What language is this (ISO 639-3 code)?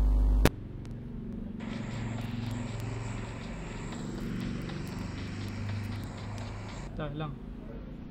ind